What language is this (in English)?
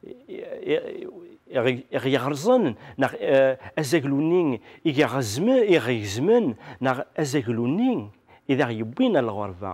Kabyle